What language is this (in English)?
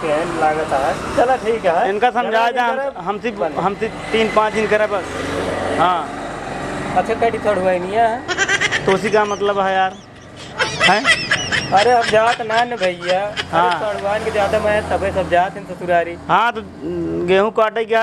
Awadhi